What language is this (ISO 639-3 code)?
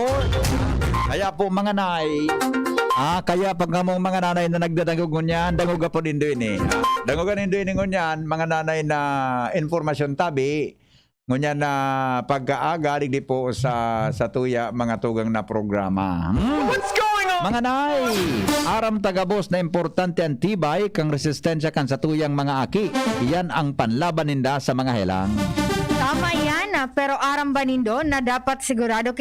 bik